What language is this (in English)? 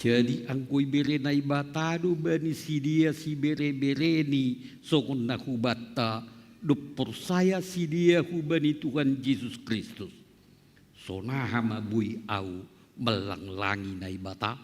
Batak Simalungun